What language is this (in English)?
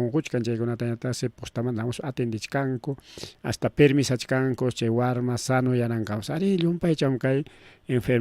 Ayacucho Quechua